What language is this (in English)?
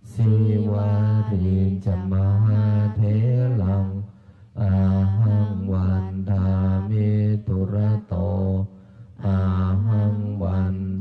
Pali